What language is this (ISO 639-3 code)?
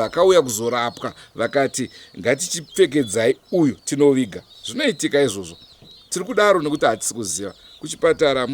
sna